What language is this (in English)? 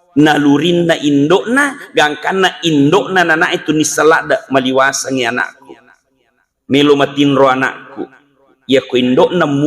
Buginese